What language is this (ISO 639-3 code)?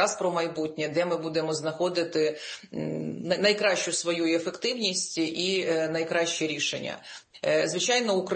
ukr